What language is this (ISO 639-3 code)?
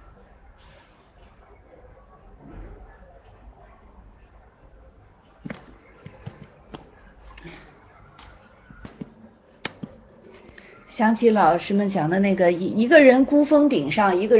zho